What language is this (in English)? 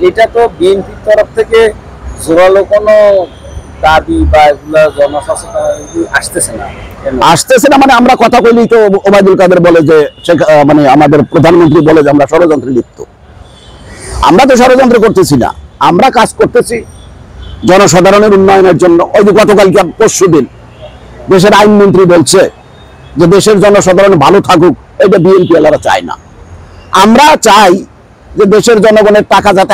Bangla